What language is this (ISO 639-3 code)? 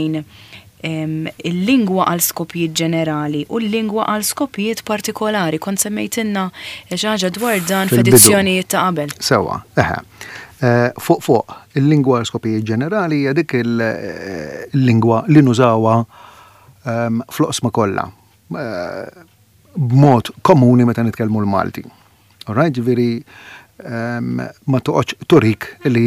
mlt